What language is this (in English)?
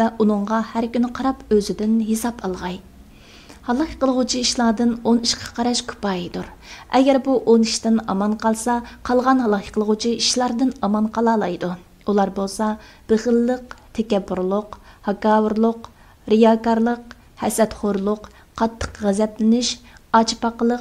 Uyghur